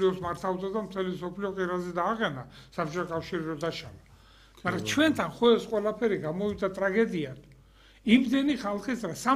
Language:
Georgian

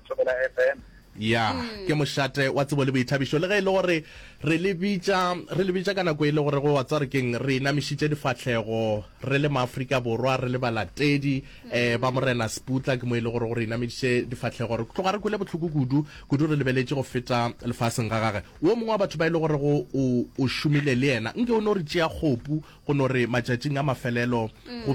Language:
Northern Sotho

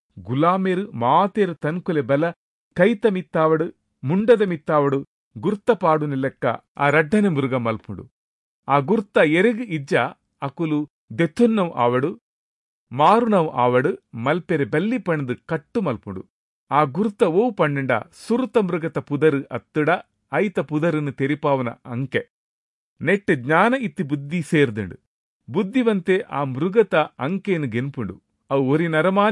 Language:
Tulu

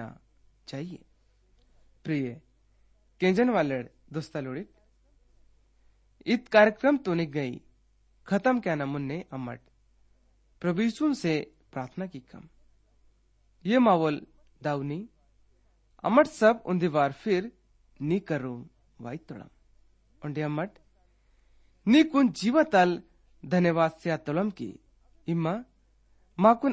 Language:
Gondi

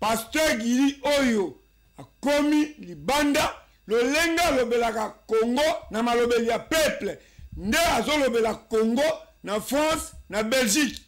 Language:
Lingala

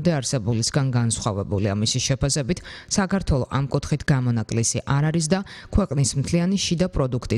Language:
Georgian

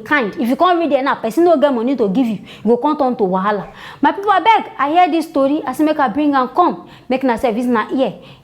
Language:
Nigerian Pidgin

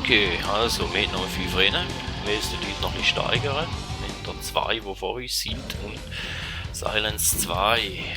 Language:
Swiss German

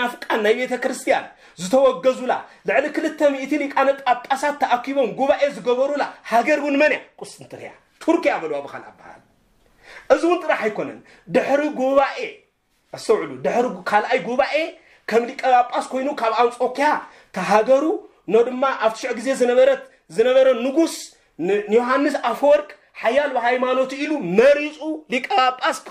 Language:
Tigrinya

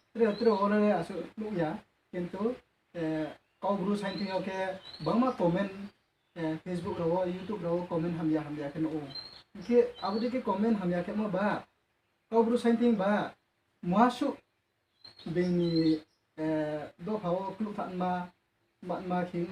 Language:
Riang (India)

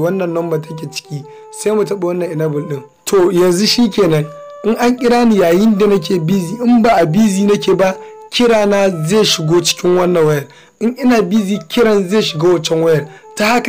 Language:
Hausa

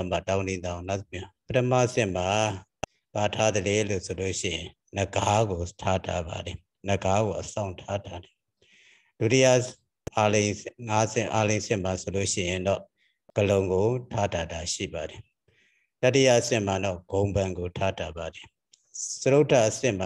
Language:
Burmese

